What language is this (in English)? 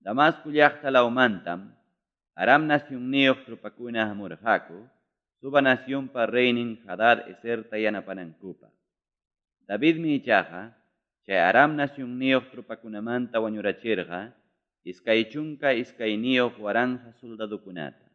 Ayacucho Quechua